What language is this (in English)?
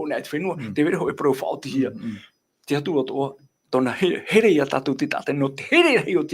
Tahitian